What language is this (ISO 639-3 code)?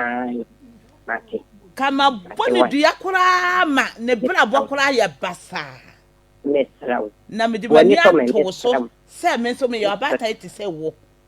aka